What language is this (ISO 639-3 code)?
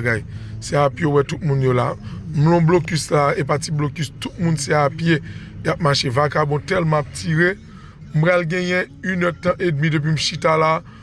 hat